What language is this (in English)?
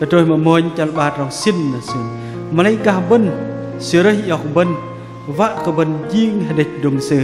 Bahnar